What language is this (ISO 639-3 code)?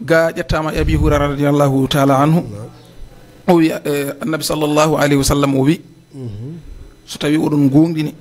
ful